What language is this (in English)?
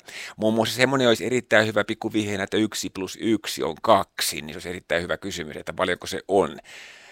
Finnish